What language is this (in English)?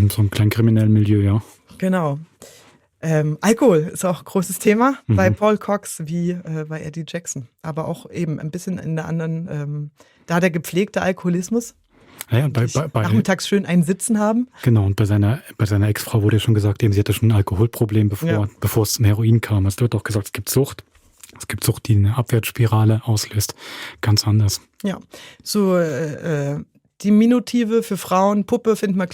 Swiss German